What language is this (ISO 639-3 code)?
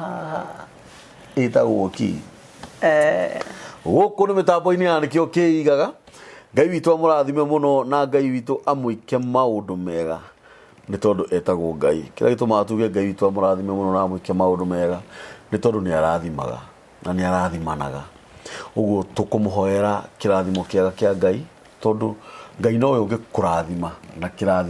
kik